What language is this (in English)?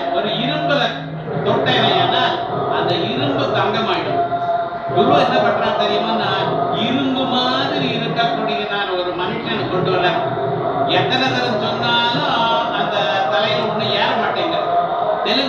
Tamil